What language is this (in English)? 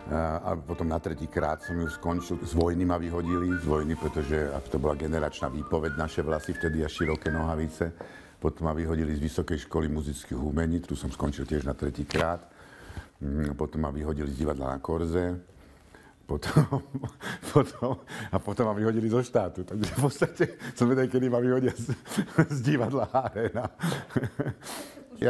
Slovak